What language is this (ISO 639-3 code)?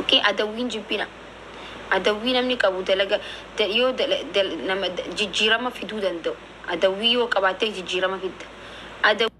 orm